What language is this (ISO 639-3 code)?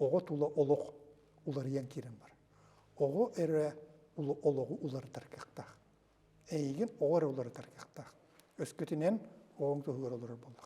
sah